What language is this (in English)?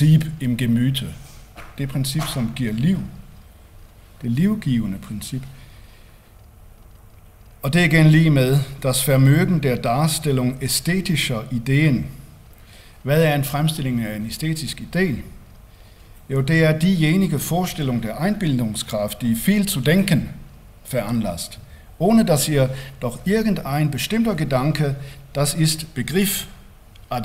Danish